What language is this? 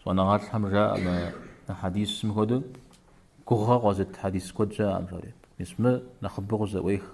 Kabardian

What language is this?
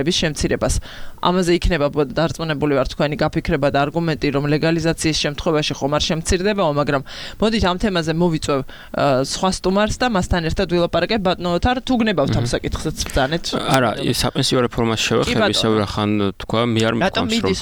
Georgian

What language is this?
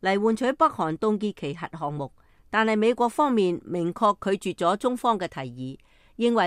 Cantonese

